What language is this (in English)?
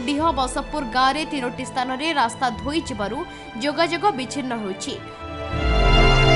Odia